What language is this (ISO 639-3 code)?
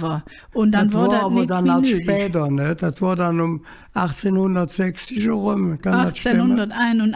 ksh